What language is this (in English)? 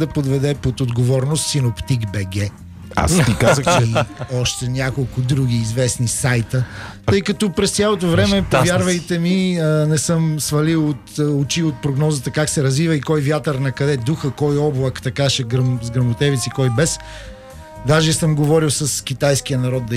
Bulgarian